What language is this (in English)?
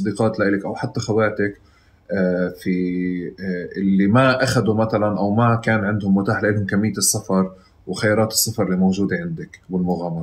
North Levantine Arabic